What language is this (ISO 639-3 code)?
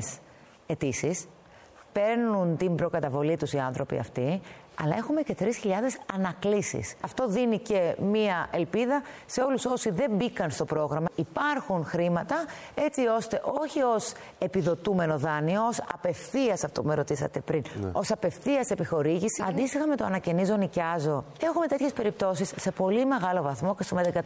ell